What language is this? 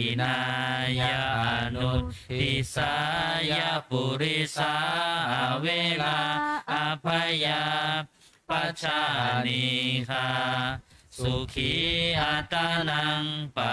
Pali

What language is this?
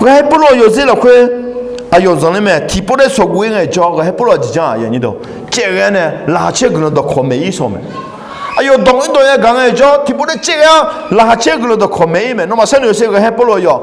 Akha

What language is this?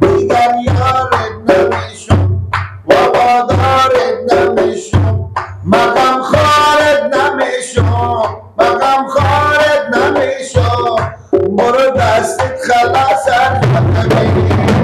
Persian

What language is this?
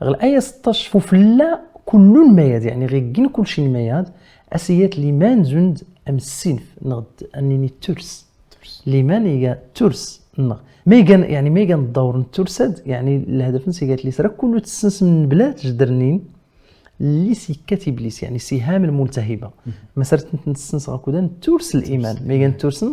Kabyle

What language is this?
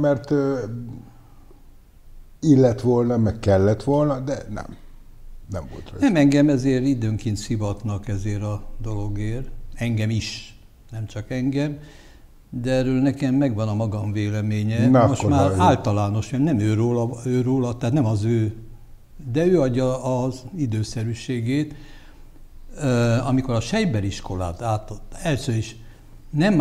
Hungarian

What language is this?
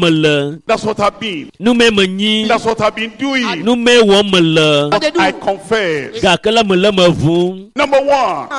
Ewe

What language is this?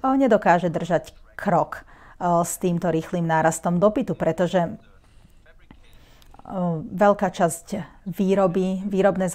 Slovak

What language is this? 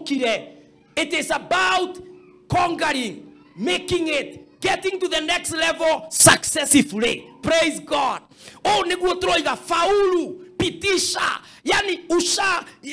Kikuyu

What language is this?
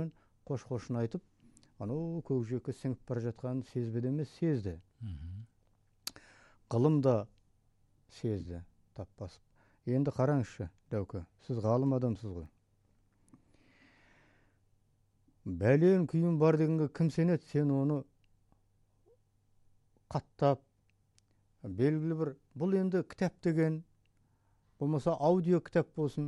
Kazakh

